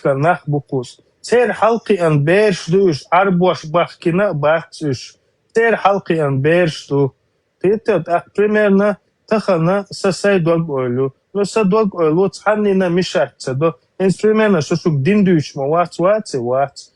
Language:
Chechen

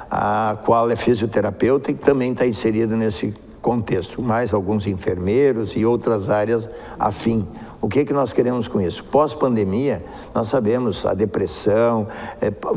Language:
Portuguese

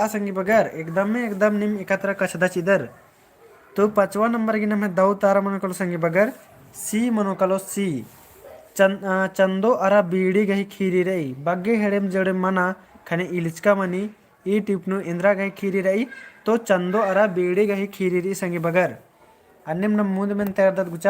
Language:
Kurukh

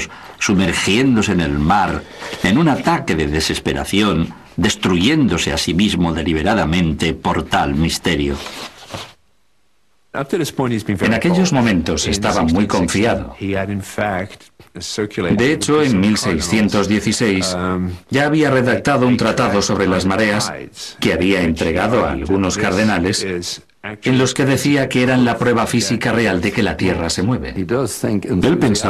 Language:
Spanish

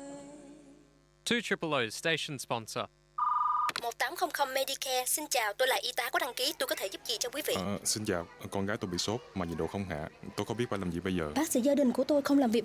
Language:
Vietnamese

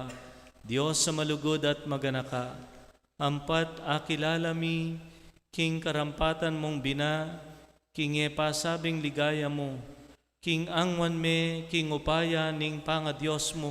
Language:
Pampanga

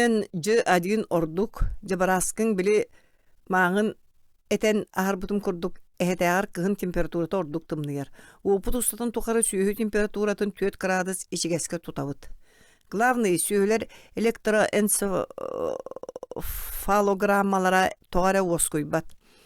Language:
Yakut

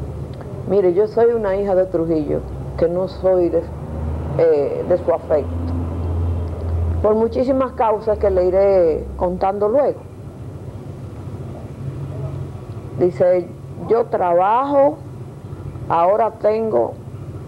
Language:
Spanish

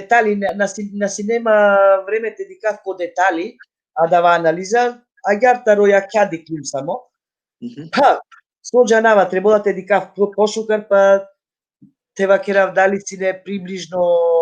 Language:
Balkan Romani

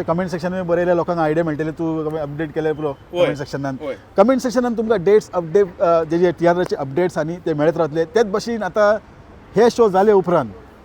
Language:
Konkani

